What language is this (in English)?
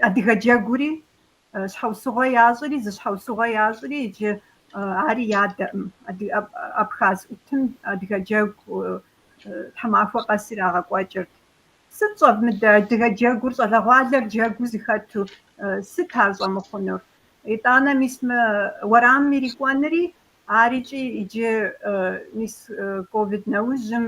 Kabardian